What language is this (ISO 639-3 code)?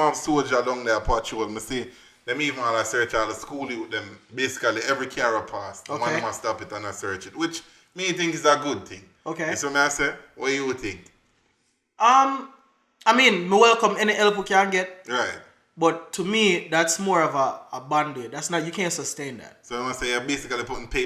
jam